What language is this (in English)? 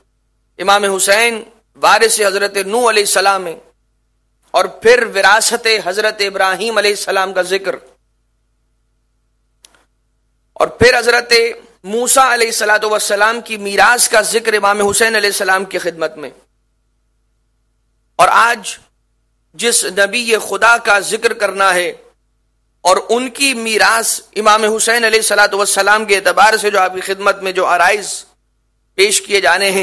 Urdu